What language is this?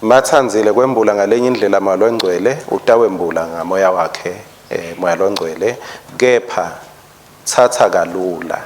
Swati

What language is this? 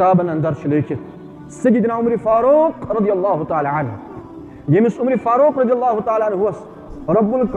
Kashmiri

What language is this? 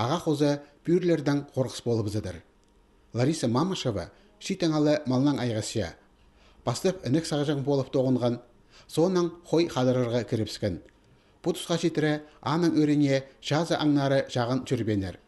Khakas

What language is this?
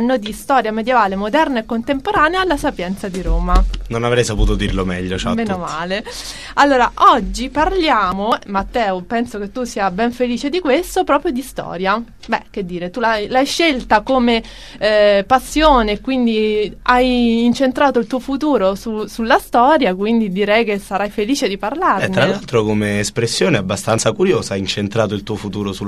Italian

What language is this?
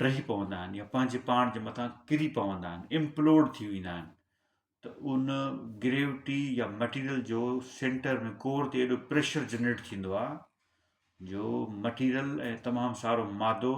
Sindhi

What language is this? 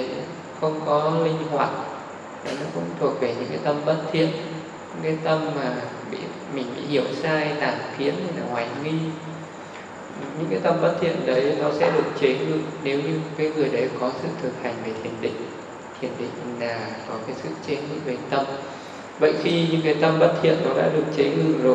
Vietnamese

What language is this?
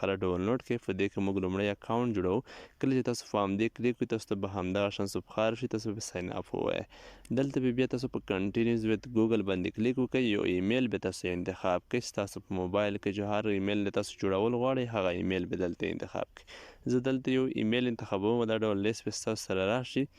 Pashto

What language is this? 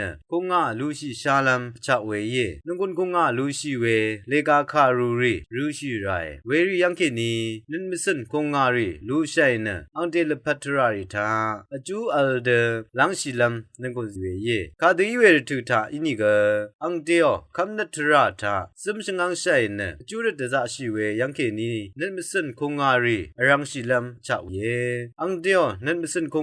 Rawang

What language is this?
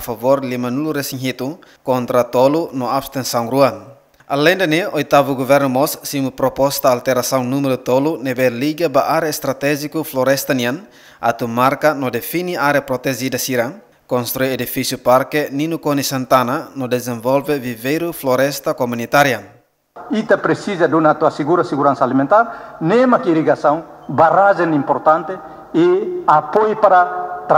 Tetum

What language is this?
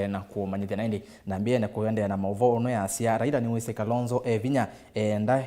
Kamba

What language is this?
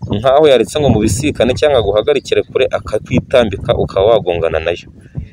Kinyarwanda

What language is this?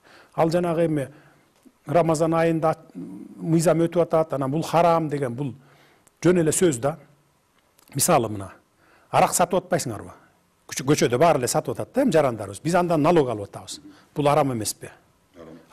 Kyrgyz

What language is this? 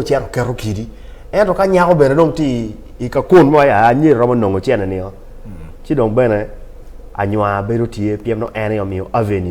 Acoli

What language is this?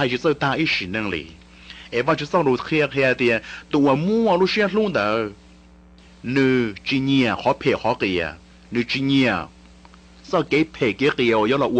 Hmong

